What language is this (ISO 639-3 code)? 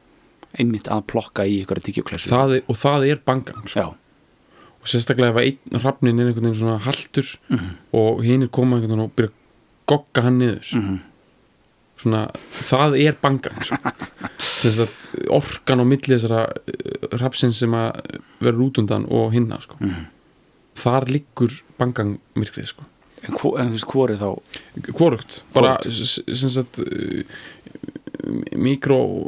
isl